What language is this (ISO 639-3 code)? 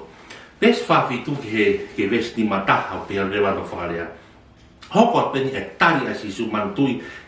ton